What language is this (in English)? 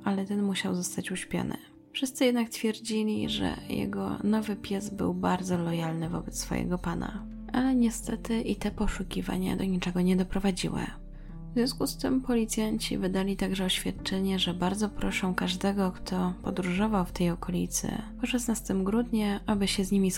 Polish